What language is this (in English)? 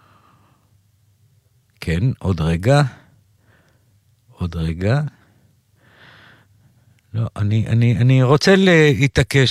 Hebrew